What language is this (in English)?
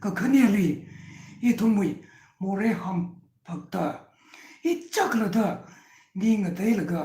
Tangkhul Naga (India)